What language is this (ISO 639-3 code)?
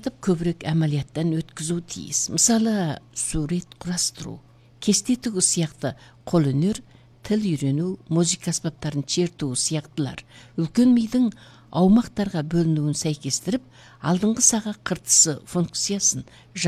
kaz